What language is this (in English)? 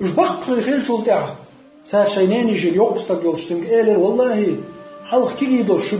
Chechen